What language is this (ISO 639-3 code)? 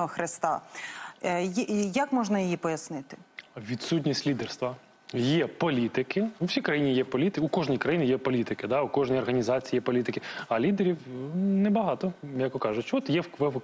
ukr